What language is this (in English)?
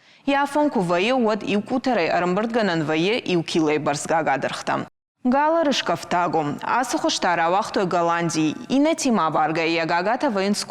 Ossetic